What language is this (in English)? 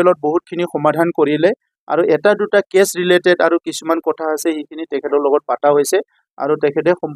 Assamese